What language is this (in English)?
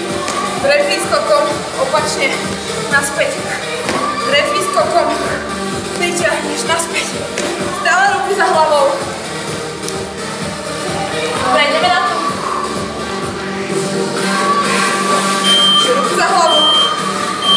Slovak